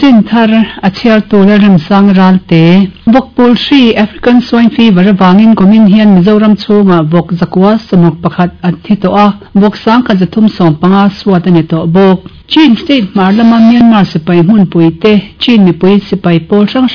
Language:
Mizo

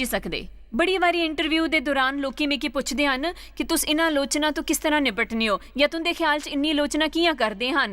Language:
Dogri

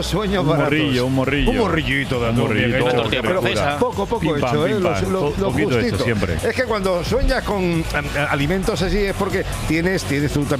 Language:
Spanish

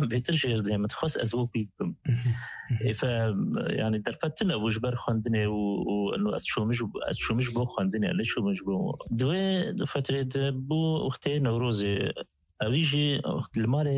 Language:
Kurdish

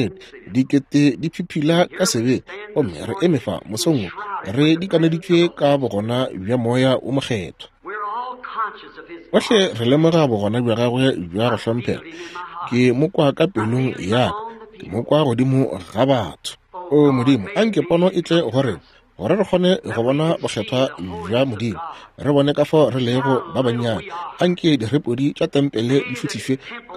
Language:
Northern Sotho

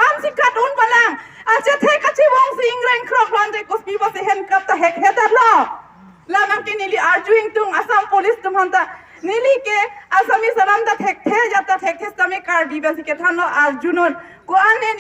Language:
Karbi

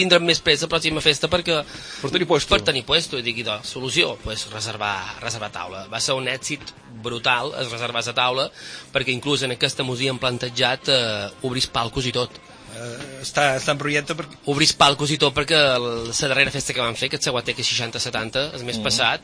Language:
Catalan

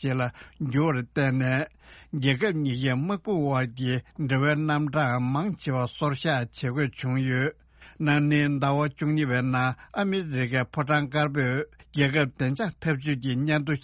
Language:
Tibetan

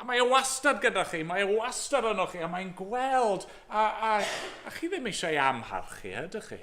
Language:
Welsh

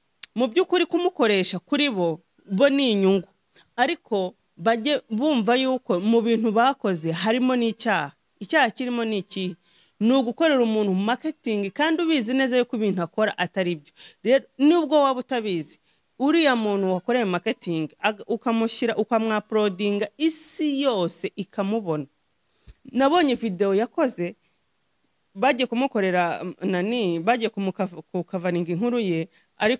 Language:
Kinyarwanda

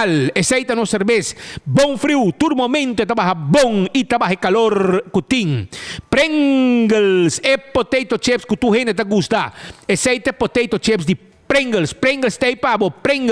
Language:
Papiamento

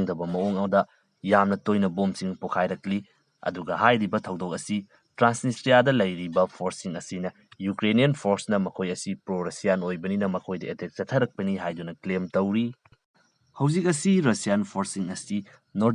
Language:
Manipuri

